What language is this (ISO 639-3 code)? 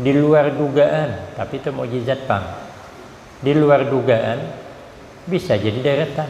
bjn